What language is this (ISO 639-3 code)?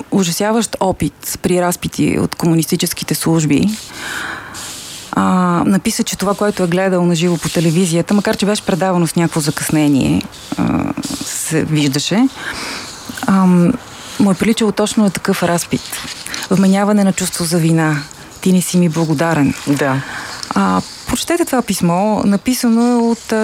bul